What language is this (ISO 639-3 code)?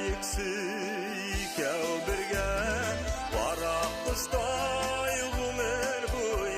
bak